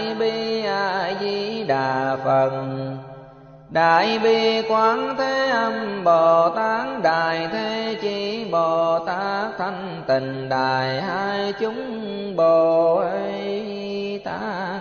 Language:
Vietnamese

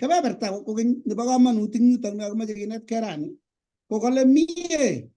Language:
Kalenjin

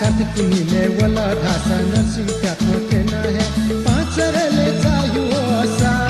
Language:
Newari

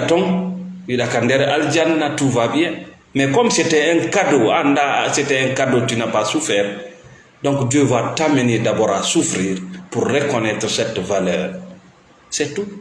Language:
Fula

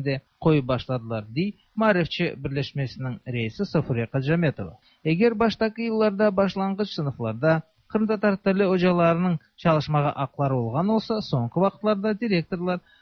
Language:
Tatar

